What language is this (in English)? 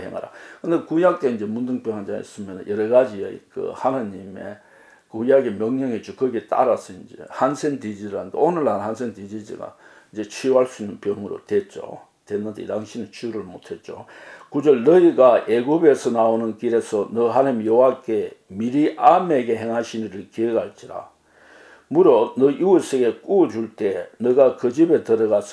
Korean